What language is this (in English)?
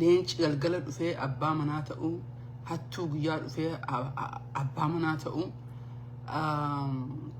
Oromo